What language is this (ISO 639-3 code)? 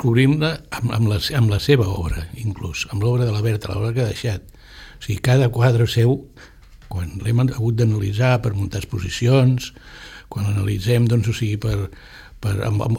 cat